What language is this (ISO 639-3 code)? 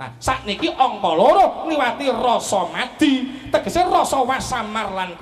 jav